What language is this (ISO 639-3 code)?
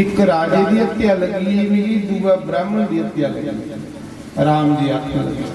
doi